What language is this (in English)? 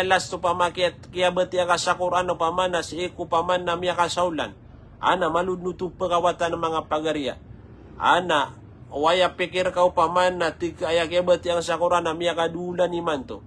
Maranao